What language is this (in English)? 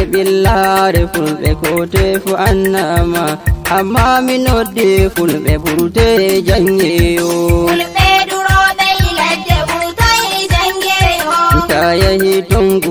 Nigerian Fulfulde